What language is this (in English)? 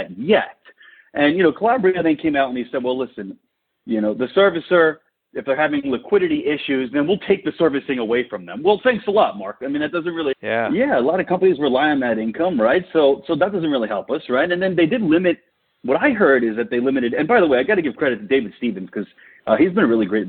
English